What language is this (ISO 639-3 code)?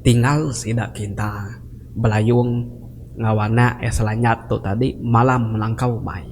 iba